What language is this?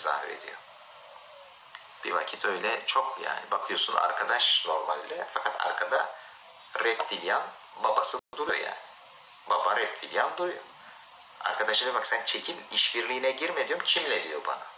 Turkish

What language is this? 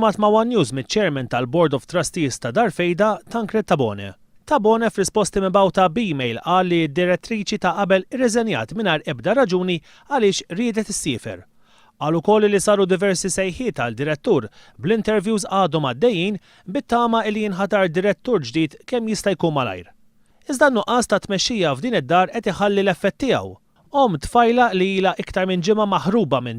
Maltese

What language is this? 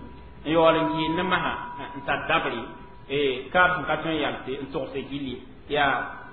Mossi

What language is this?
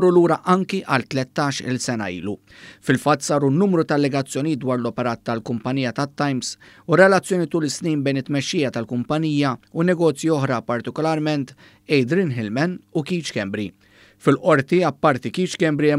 Maltese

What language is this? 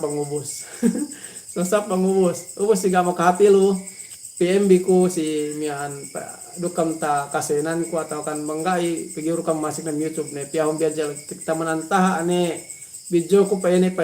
Yakan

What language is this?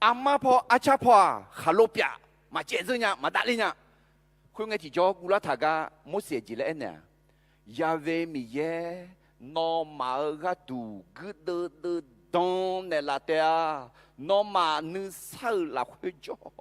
Akha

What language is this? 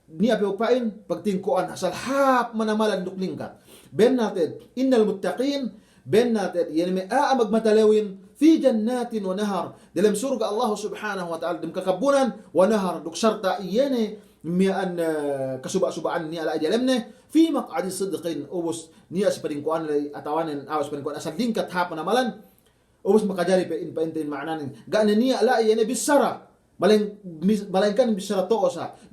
Yakan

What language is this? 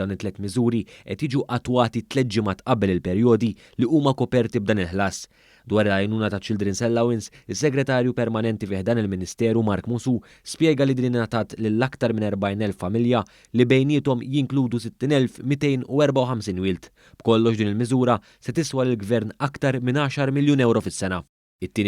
Maltese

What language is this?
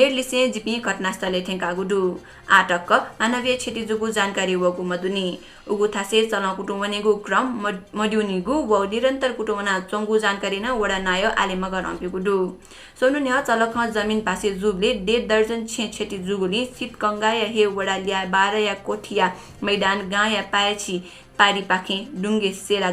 Newari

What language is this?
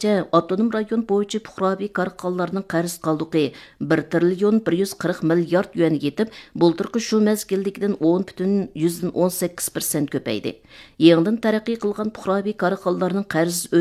Uyghur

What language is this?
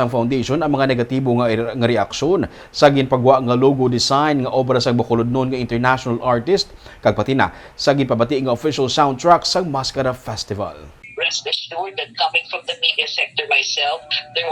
Hiligaynon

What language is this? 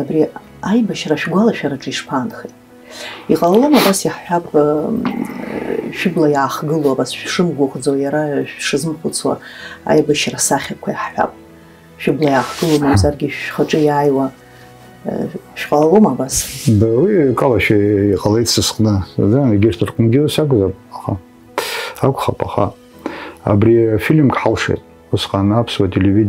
Abkhazian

